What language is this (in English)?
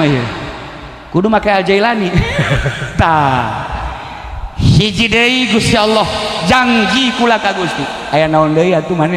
Sundanese